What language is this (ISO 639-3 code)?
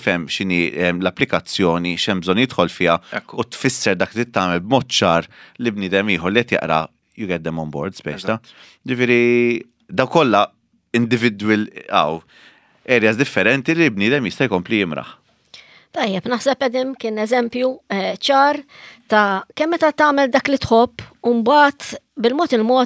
mlt